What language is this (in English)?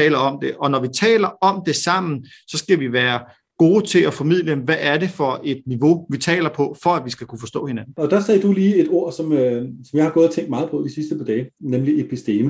Danish